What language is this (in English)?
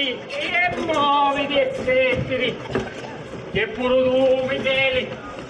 Sicilian